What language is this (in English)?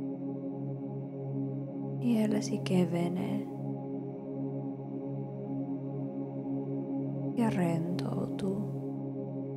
Finnish